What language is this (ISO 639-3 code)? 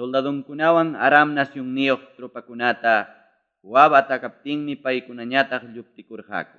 quy